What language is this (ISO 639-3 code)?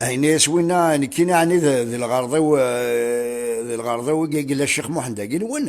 kab